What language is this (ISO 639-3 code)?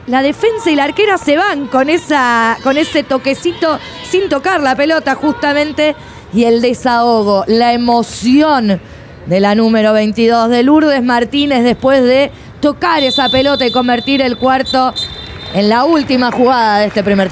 spa